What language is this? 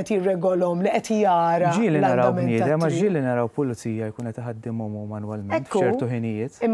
Maltese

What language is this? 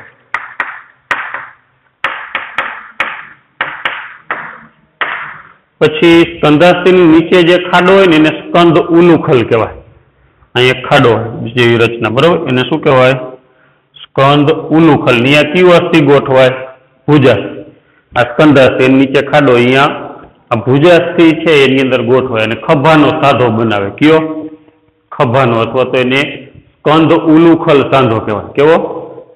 Gujarati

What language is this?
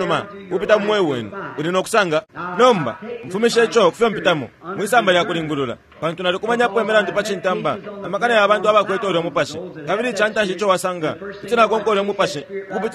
Bemba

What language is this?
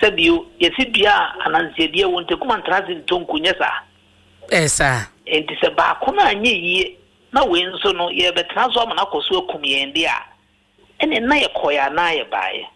Akan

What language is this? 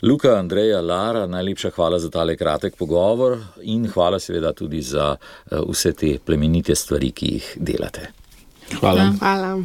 Slovenian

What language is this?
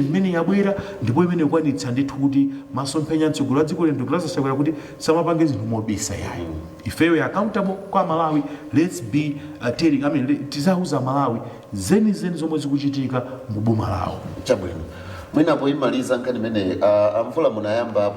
Nyanja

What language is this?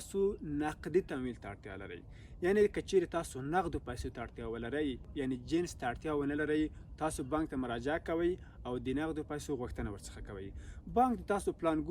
Pashto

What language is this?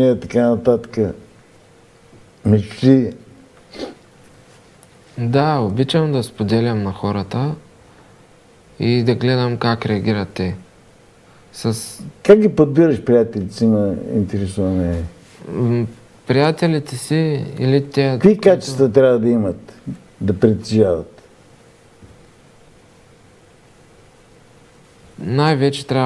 Bulgarian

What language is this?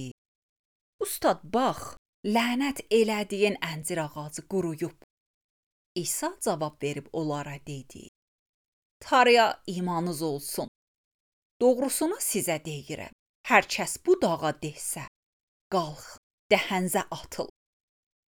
Azerbaijani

